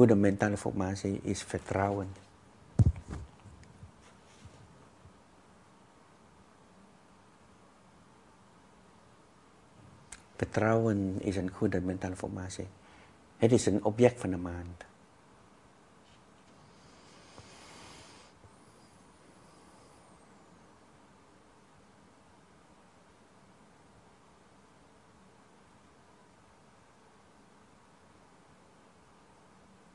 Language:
Dutch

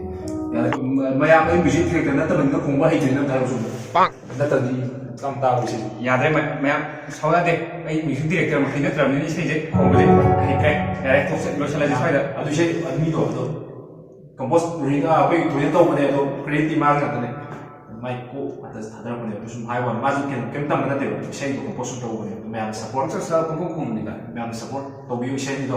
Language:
Manipuri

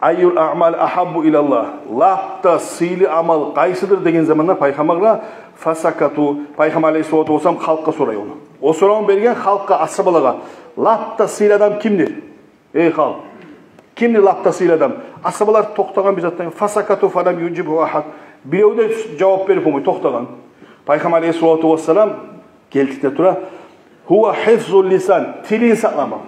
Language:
Kumyk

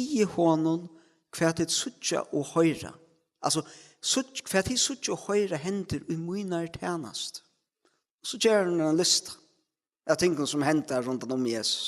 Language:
Faroese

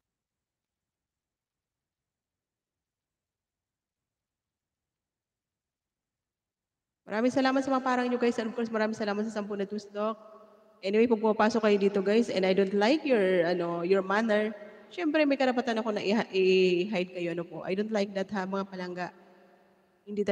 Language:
Filipino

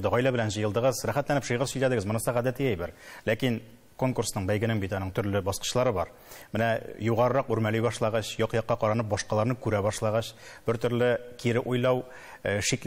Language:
Tatar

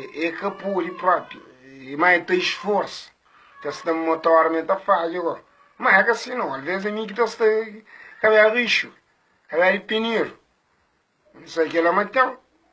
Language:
Kabuverdianu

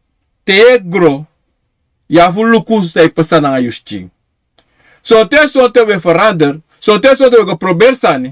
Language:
Sranan Tongo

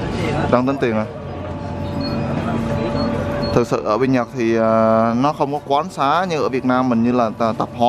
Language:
Vietnamese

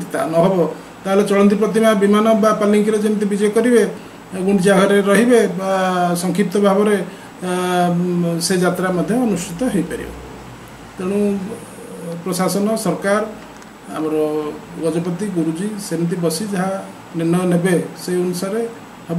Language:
Odia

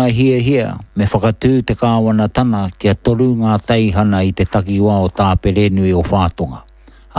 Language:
Māori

